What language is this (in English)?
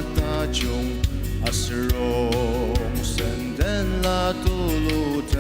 Ao Naga